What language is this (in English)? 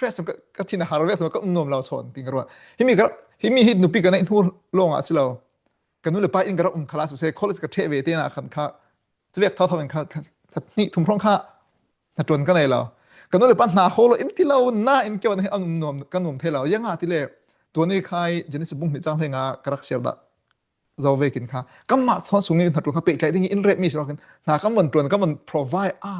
Falam Chin